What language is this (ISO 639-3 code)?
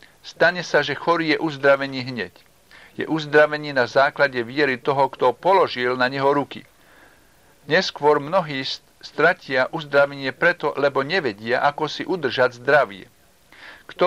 slk